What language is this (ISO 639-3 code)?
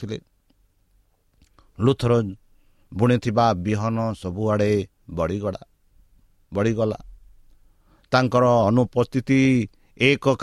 ori